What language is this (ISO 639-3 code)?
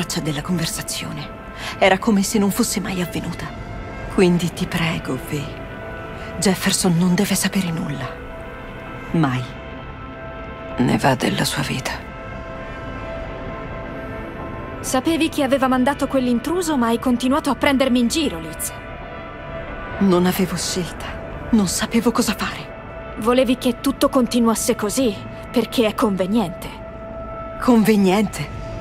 ita